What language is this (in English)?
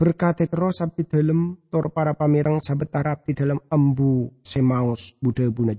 Madurese